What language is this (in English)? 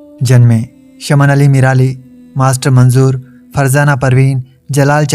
Sindhi